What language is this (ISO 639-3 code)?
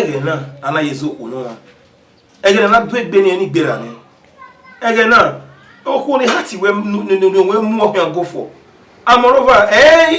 bin